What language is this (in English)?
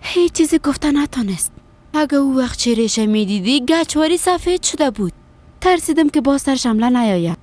Persian